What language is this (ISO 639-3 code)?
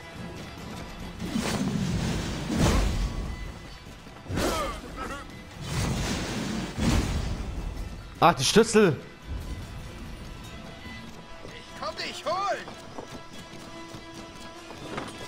deu